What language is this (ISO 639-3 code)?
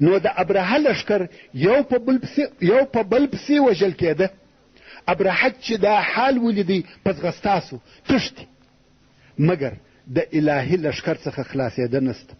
pus